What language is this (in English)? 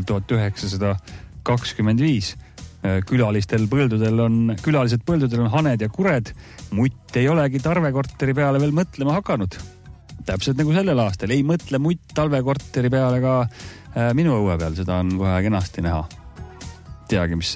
Estonian